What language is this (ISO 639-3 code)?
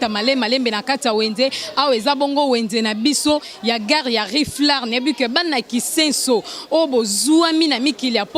lin